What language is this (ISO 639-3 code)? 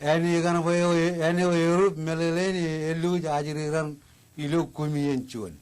mah